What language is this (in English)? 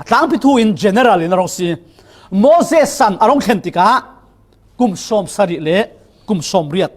Falam Chin